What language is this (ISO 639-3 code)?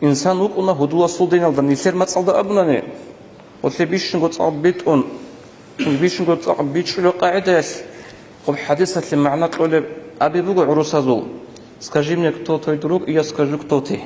ava